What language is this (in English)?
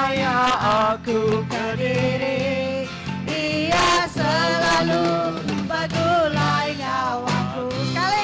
Iban